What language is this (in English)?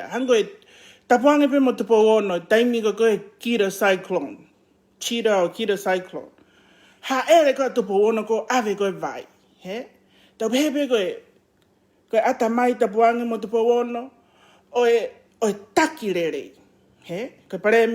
Tongan